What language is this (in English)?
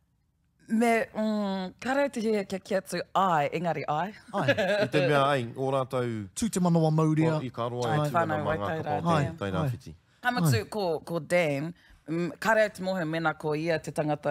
Māori